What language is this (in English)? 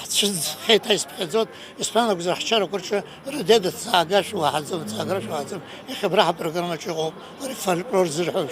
Abkhazian